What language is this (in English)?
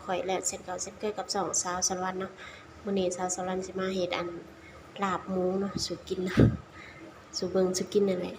Lao